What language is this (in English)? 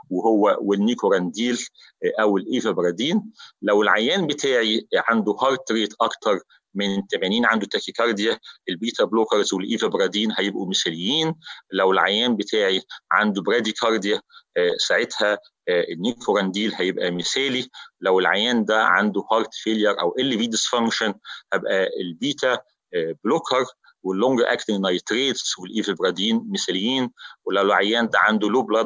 Egyptian Arabic